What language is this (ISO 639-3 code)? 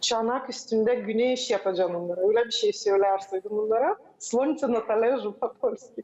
gag